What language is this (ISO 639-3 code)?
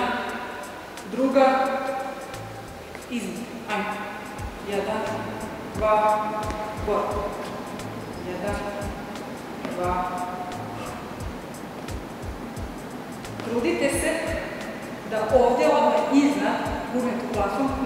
srp